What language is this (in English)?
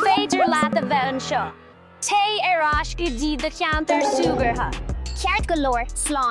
Irish